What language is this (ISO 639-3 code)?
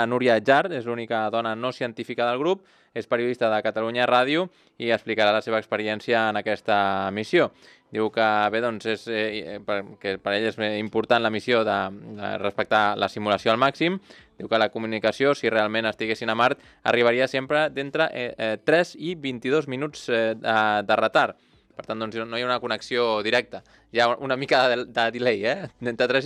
cat